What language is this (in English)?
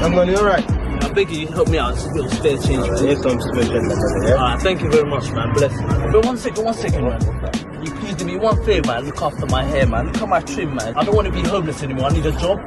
Jamaican Creole English